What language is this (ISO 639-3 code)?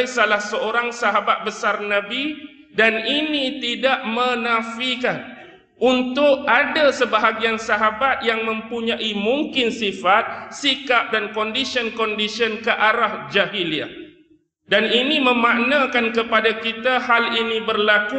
msa